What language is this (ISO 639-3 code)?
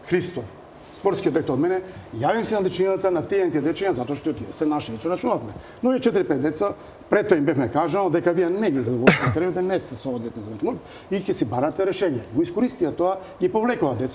mkd